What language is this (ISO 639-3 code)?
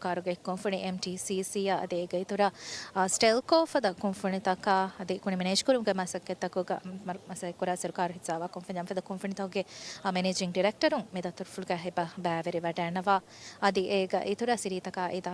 div